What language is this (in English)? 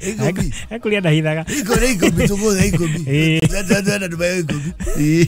Kikuyu